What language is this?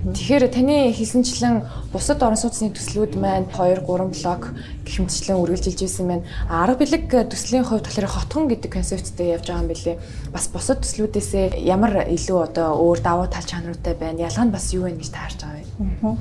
Mongolian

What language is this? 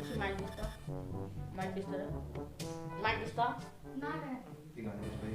Konkani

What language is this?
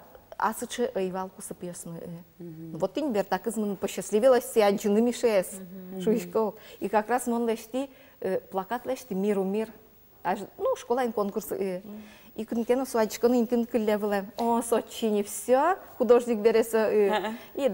Udmurt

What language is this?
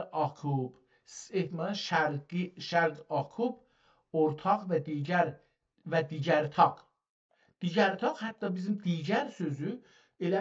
South Azerbaijani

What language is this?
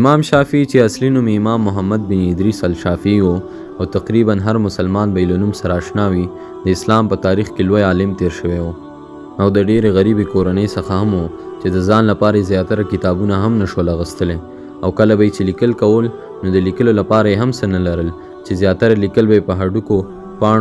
Pashto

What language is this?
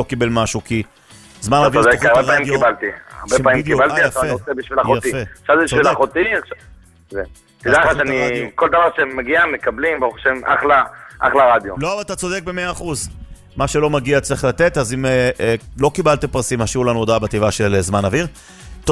Hebrew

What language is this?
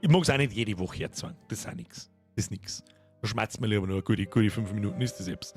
Bavarian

